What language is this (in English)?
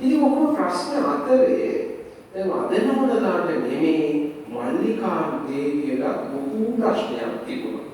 Sinhala